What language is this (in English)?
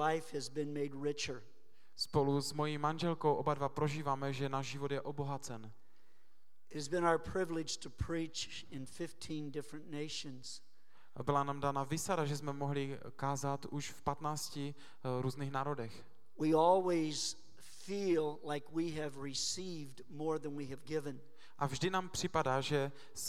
Czech